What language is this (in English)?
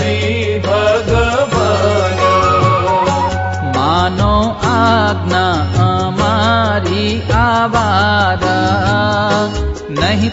Gujarati